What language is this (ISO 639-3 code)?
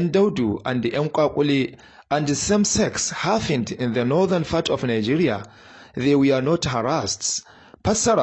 hau